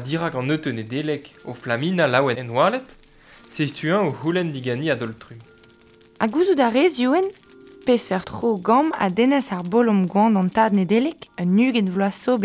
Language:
Breton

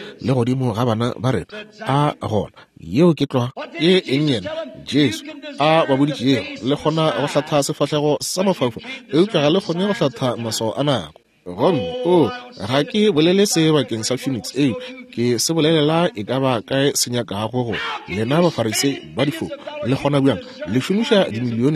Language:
Northern Sotho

